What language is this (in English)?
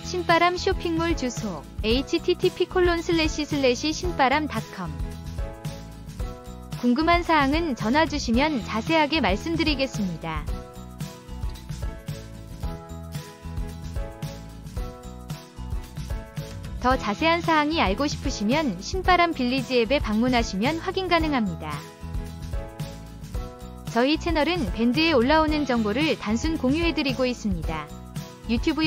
Korean